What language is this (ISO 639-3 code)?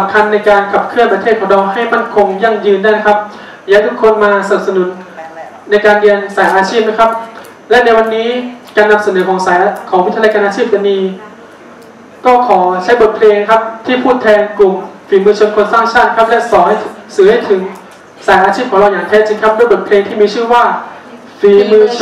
tha